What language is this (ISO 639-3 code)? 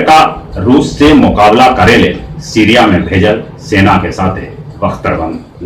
mag